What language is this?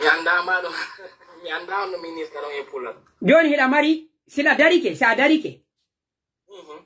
Pular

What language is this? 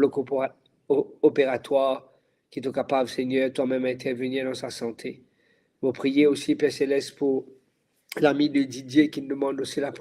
Morisyen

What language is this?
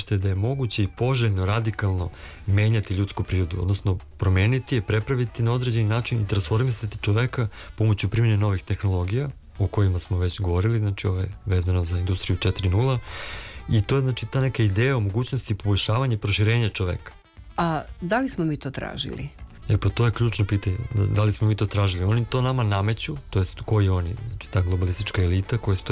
Serbian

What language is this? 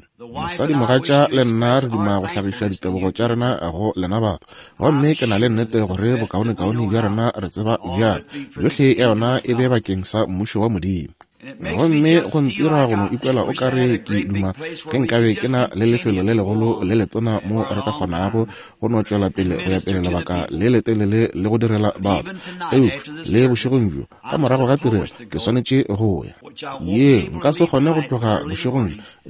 Northern Sotho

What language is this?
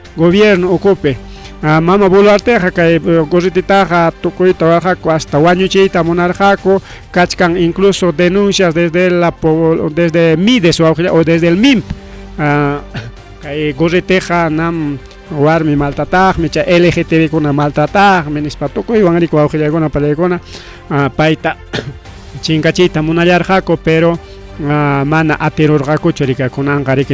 Ayacucho Quechua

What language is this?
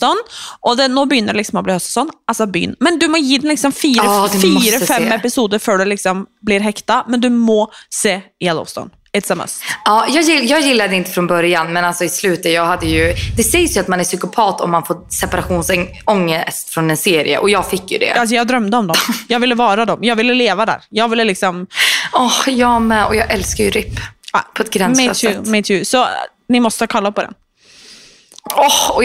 Swedish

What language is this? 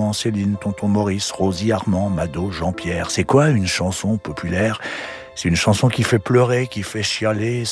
French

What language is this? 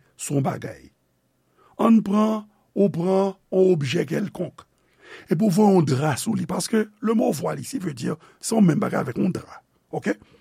Haitian Creole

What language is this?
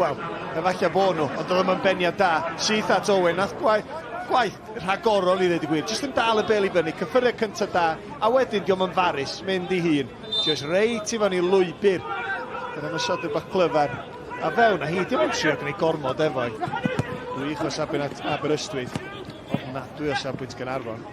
Welsh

